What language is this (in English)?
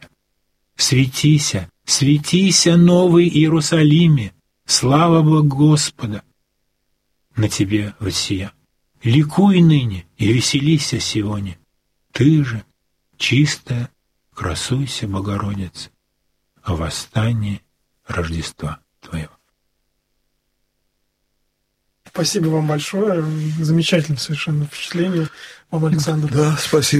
Russian